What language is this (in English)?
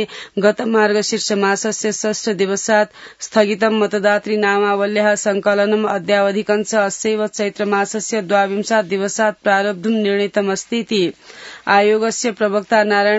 Sanskrit